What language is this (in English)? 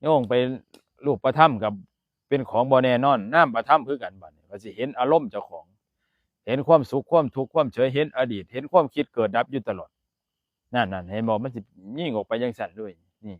Northeastern Thai